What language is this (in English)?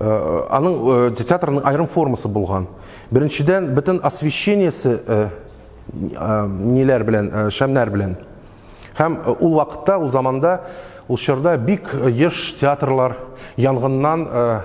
Tatar